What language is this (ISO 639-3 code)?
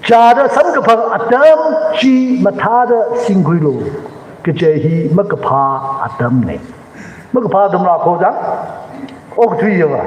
nmf